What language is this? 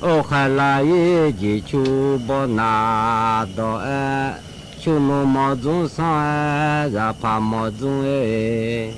Akha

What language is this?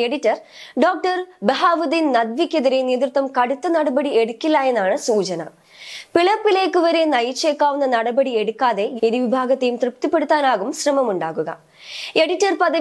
Malayalam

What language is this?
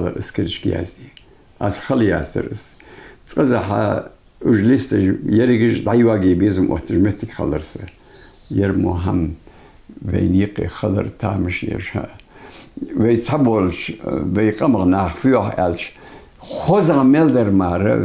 Ingush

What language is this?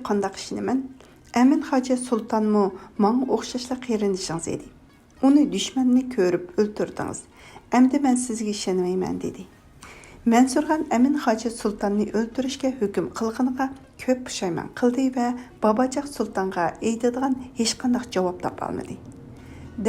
Uyghur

